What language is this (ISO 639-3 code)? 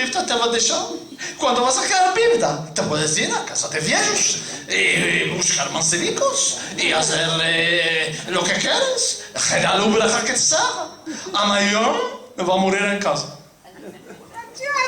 lad